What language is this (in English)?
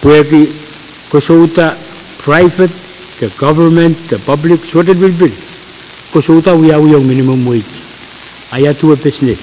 Pohnpeian